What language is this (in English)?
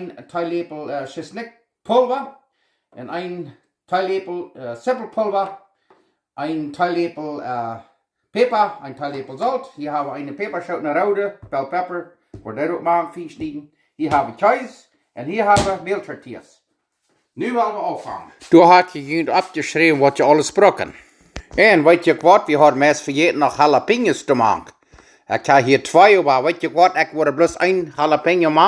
Plautdietsch